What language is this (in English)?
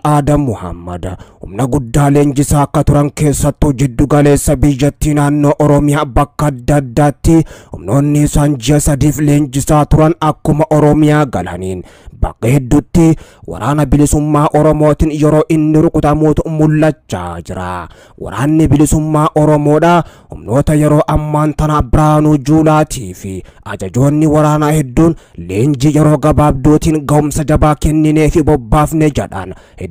Oromo